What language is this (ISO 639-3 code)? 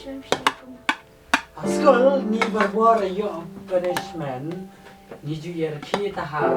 kha